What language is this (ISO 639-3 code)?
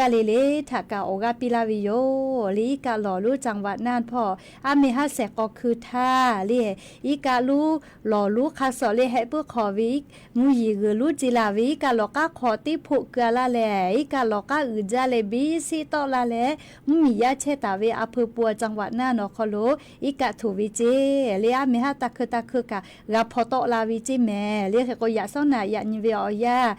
lhu